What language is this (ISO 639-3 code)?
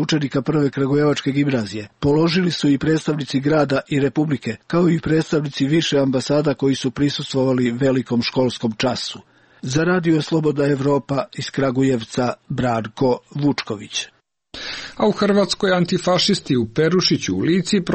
srp